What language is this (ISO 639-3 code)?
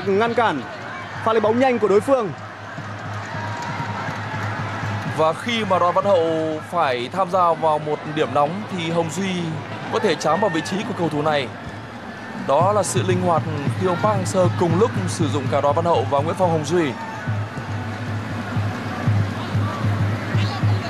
vie